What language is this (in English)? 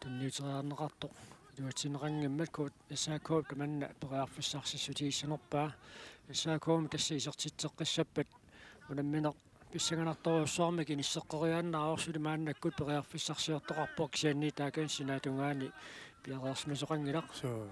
Kalaallisut